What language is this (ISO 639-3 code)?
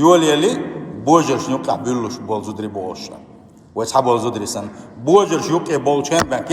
che